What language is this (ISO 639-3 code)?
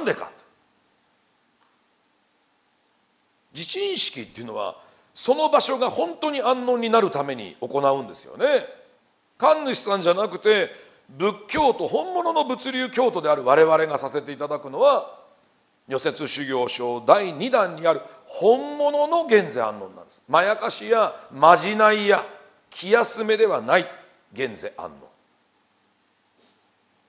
jpn